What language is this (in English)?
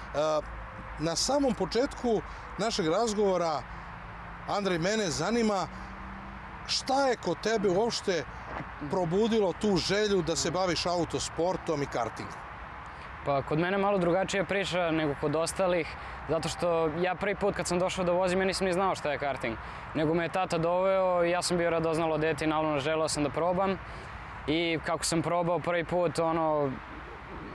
Serbian